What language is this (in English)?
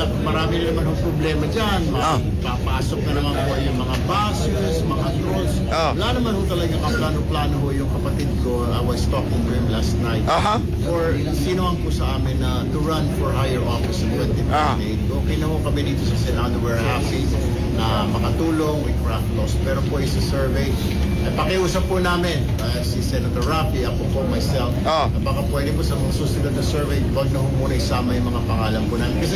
Filipino